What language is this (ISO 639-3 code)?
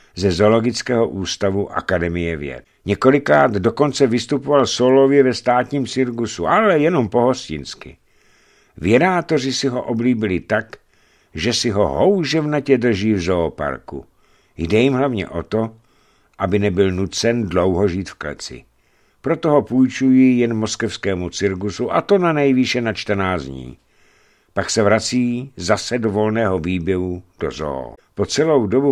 ces